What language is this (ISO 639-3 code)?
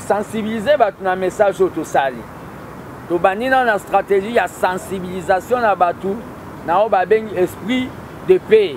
lin